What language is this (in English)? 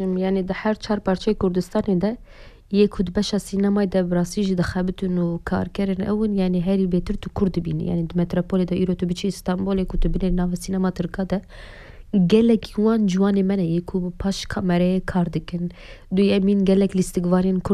Kurdish